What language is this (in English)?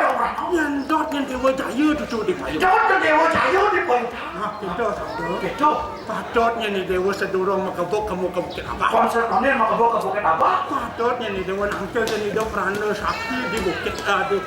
Balinese